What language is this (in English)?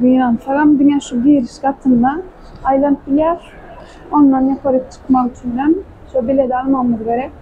Turkmen